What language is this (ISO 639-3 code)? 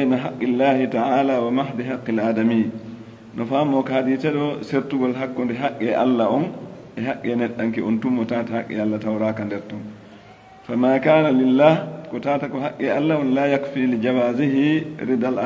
fuf